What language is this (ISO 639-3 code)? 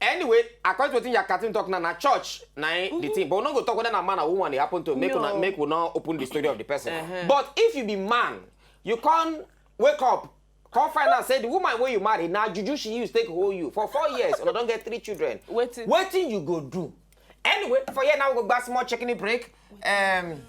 pcm